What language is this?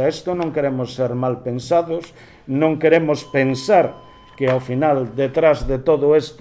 Galician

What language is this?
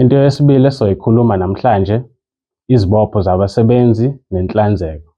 Zulu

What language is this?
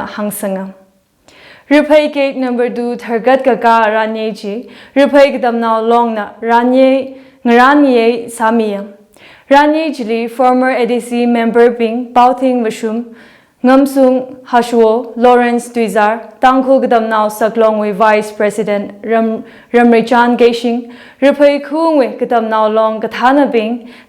Tangkhul Naga (India)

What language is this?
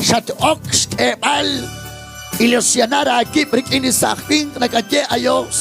Kekchí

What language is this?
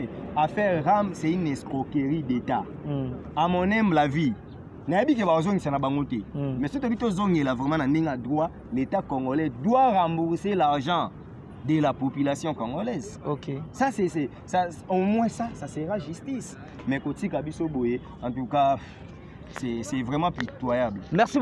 Lingala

